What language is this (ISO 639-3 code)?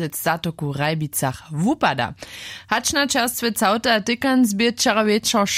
hsb